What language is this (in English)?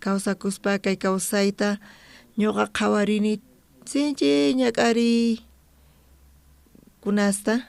South Bolivian Quechua